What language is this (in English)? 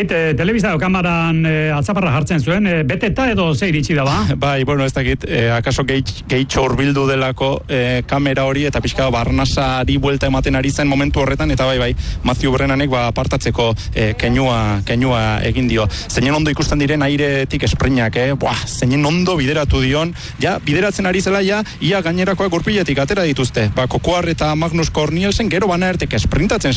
Basque